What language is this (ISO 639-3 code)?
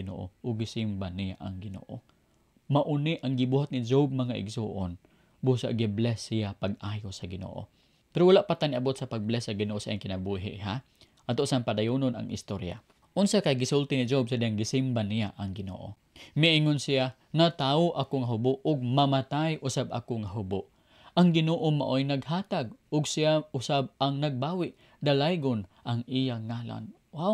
ceb